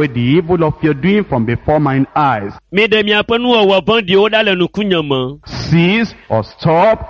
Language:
Ewe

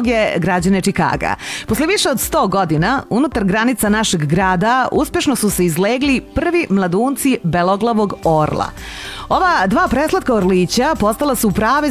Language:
Serbian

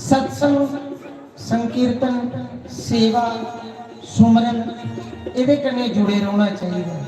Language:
Dogri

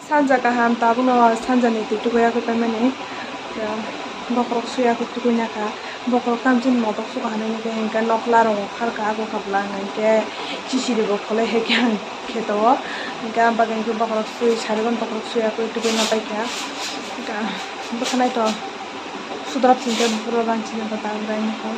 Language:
Kok Borok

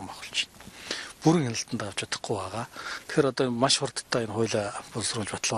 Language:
Mongolian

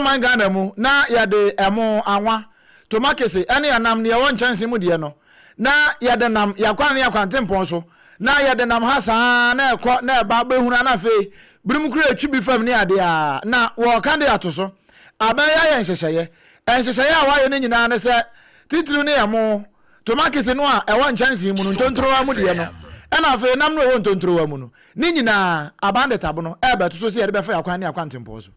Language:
Akan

